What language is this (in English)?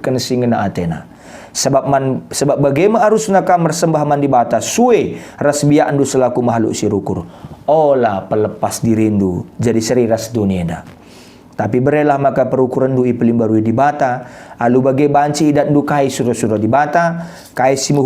Batak Karo